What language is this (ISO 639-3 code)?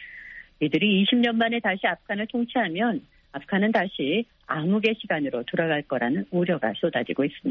kor